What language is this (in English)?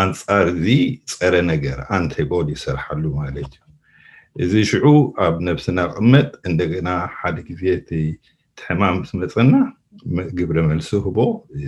Tigrinya